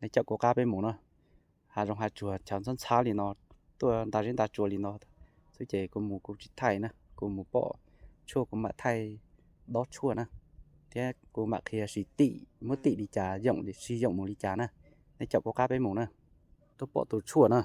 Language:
Hmong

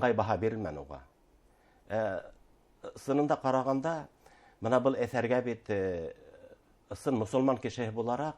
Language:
Bashkir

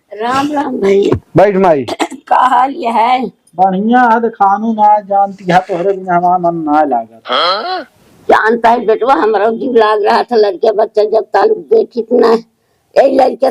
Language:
Awadhi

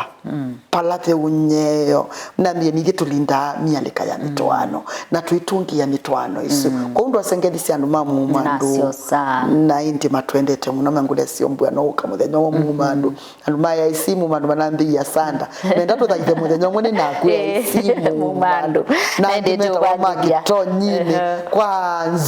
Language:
Kamba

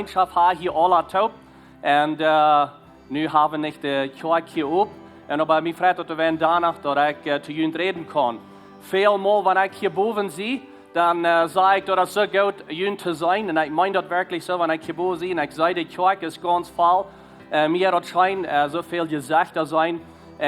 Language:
Plautdietsch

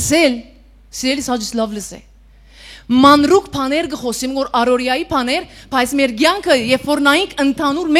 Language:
Western Armenian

